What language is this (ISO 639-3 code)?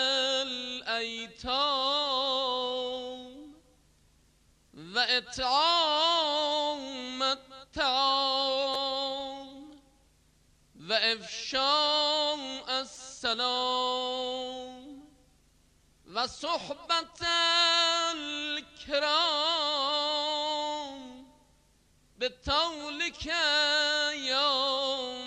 bos